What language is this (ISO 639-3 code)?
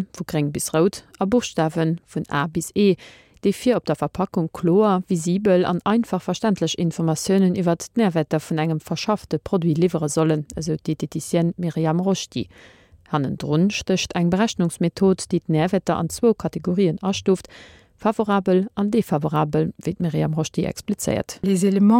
ltz